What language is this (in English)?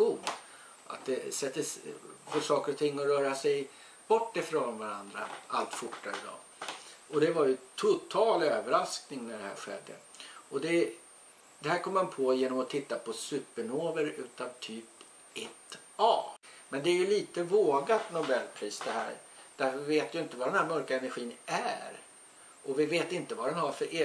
Swedish